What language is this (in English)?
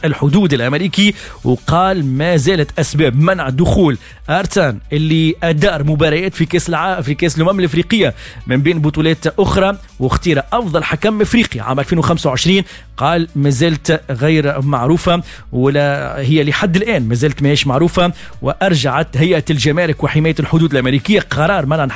Tunisian Arabic